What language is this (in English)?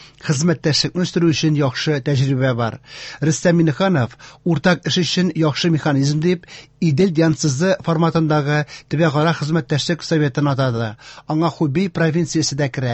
Tatar